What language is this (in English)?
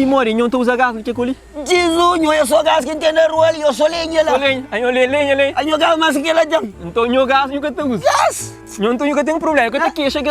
Kabuverdianu